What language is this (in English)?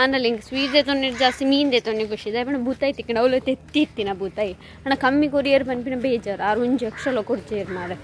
Tulu